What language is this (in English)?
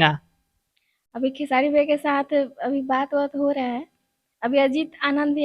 Bhojpuri